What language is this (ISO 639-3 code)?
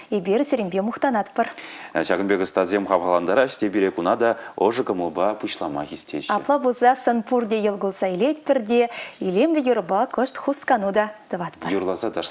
chv